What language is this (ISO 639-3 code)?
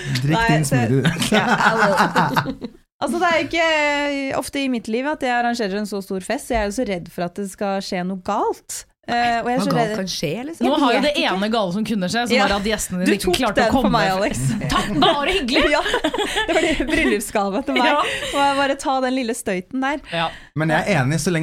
nor